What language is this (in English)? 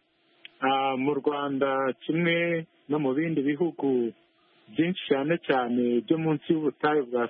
Kinyarwanda